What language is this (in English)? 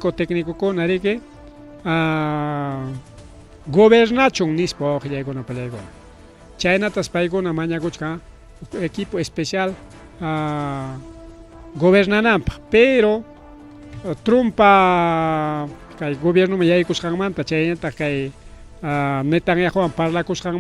Ayacucho Quechua